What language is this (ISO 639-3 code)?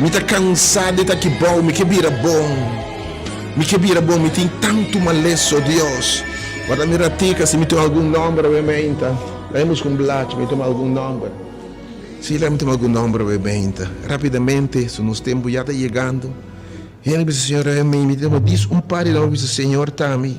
pap